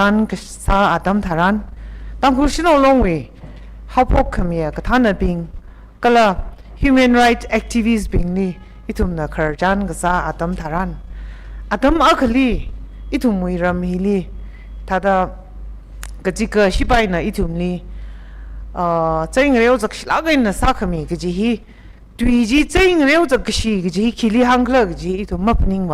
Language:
Tangkhul Naga (India)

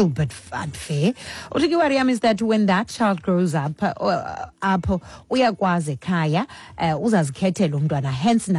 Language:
Xhosa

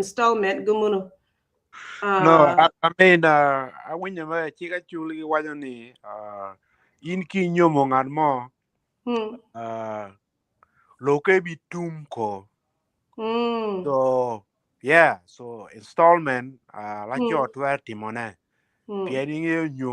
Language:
Acoli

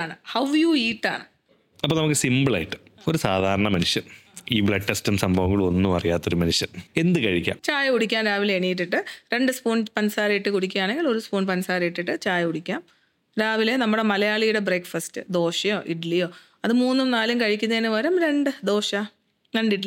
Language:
Malayalam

